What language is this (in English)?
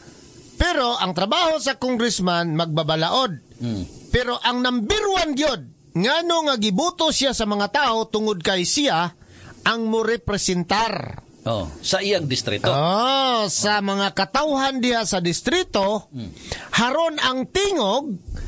Cebuano